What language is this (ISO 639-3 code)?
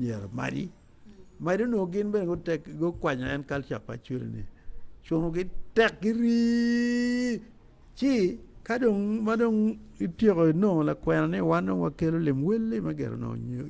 ach